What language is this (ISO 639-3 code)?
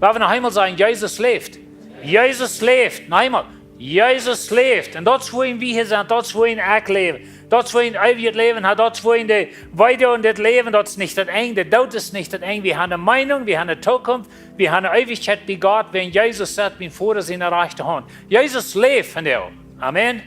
pdt